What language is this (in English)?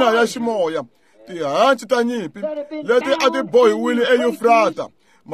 Tsonga